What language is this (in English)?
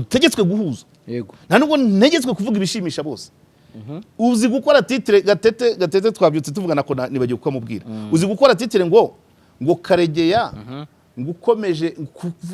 Kinyarwanda